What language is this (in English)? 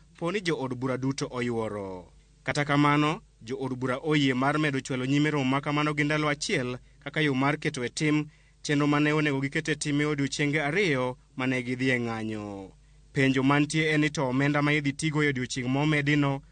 Luo (Kenya and Tanzania)